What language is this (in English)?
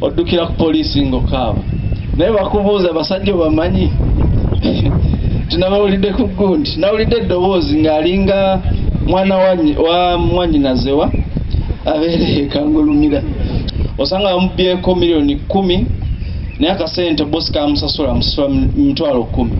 Ganda